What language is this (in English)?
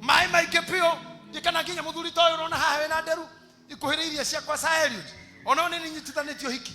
Kikuyu